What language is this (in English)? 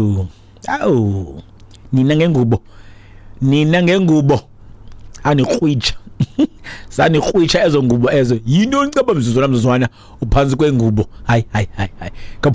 Xhosa